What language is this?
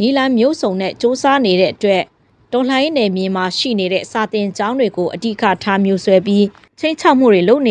Burmese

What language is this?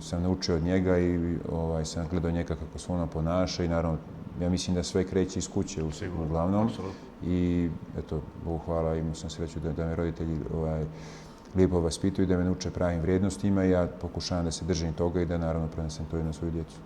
Bosnian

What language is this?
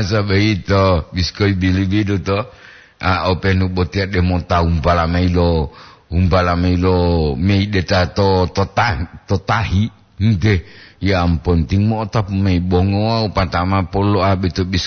Gorontalo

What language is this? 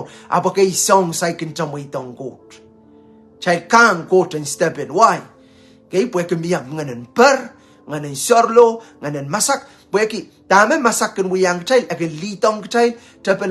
Pohnpeian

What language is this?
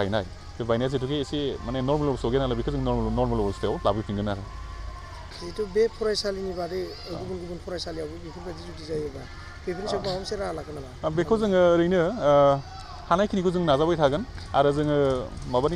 Bodo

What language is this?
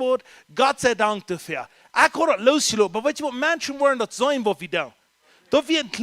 Plautdietsch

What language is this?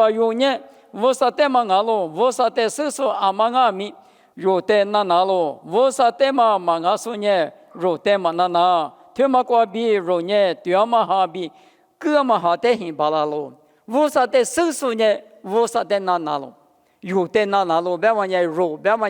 Lisu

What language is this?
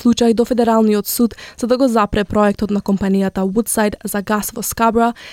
Macedonian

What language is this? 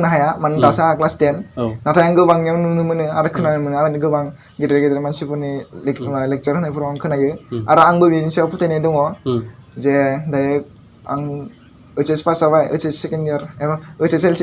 Bodo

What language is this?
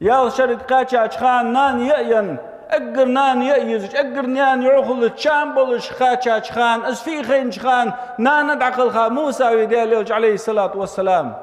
Ingush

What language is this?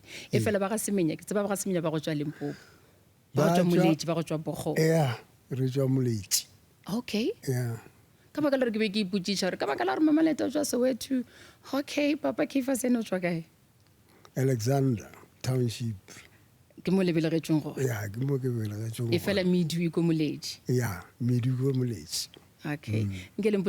Northern Sotho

